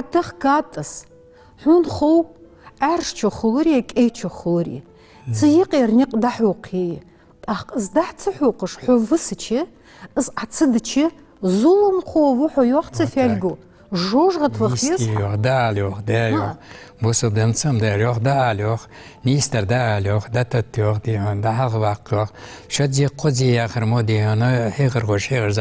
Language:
Ingush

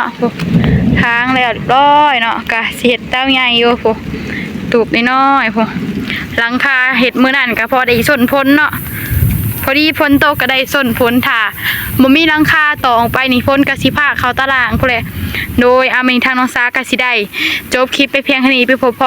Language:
Northeastern Thai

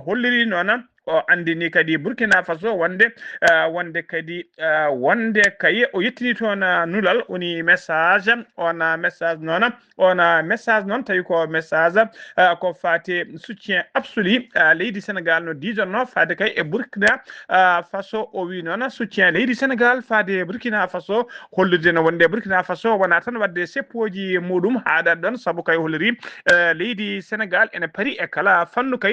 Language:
Fula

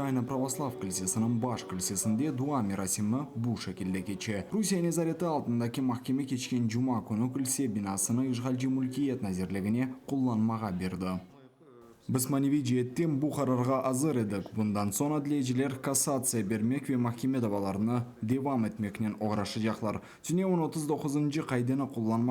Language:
Crimean Tatar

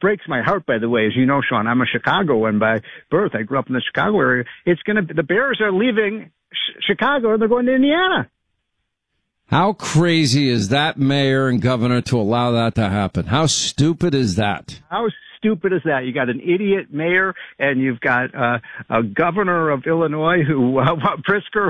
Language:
English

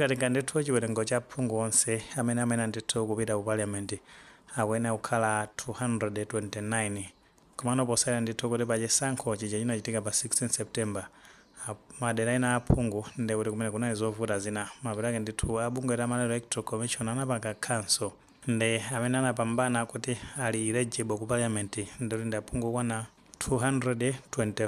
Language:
Nyanja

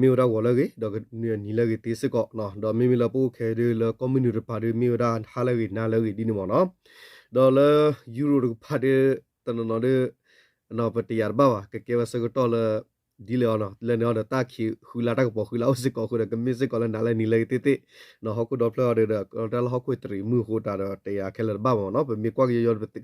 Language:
S'gaw Karen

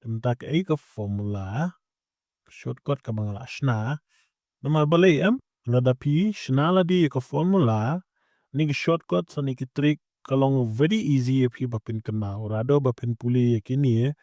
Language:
Khasi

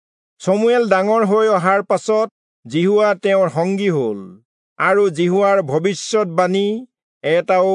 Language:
Assamese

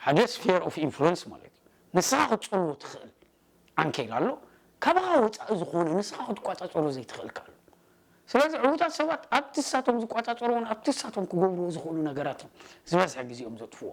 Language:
Tigrinya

